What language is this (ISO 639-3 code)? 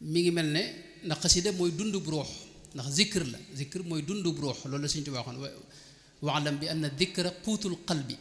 wol